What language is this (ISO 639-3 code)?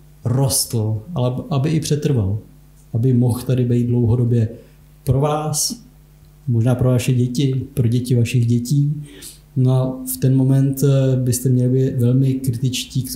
ces